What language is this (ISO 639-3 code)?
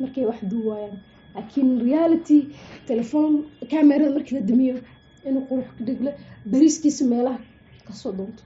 som